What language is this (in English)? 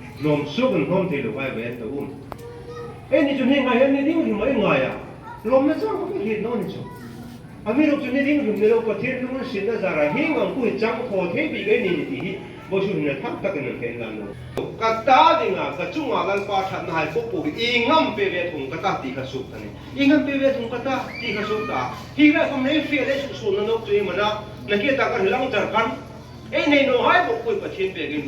Hmar